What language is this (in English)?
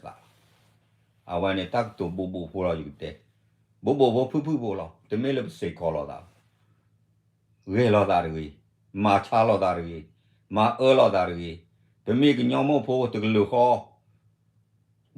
S'gaw Karen